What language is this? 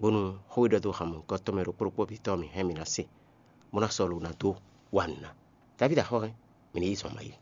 Fon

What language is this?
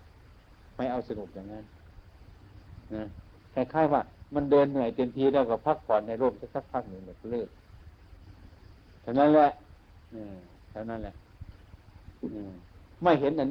Thai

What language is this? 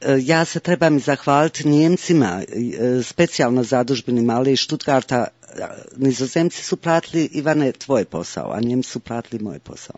Croatian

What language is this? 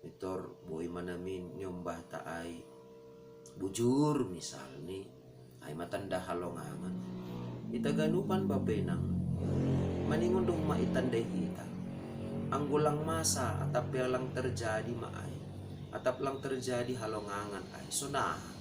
Batak Simalungun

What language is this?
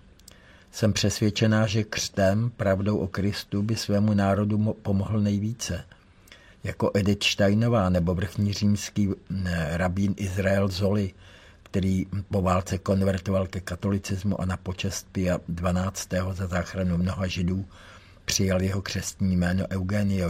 Czech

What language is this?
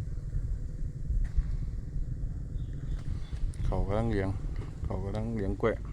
Lao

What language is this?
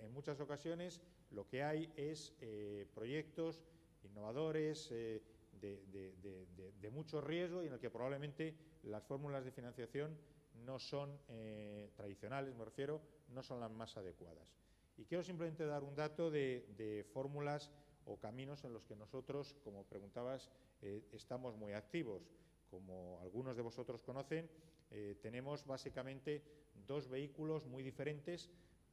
Spanish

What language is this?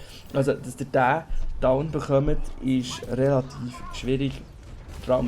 Swiss German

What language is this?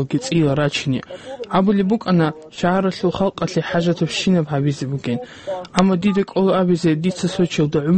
Avaric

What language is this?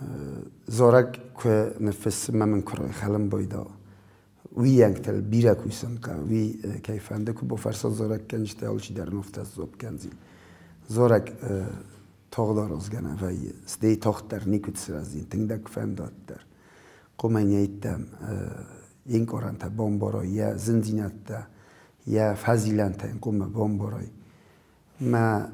Ossetic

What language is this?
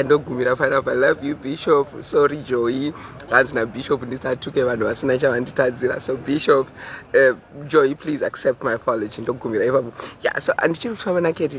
Shona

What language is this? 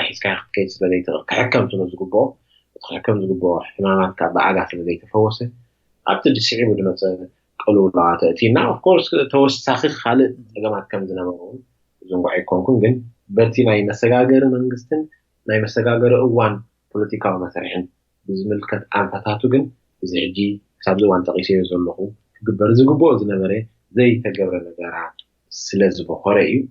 Tigrinya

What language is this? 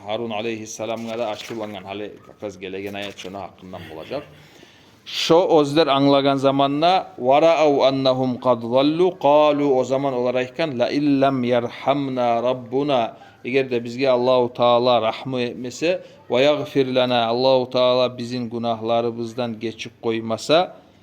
Kumyk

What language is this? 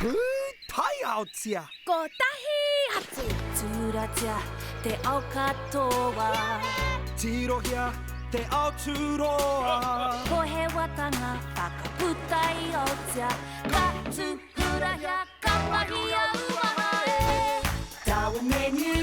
Māori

